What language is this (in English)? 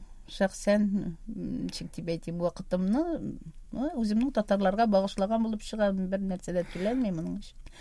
Tatar